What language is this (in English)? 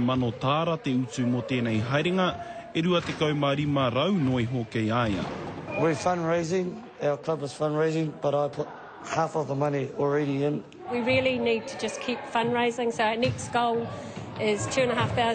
Māori